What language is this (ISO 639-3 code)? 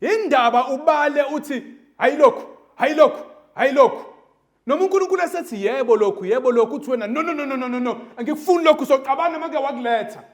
zul